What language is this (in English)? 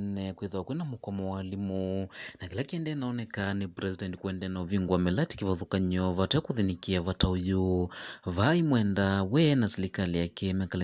Kamba